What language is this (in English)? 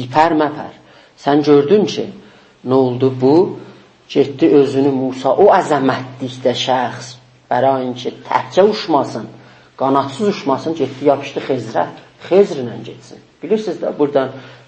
South Azerbaijani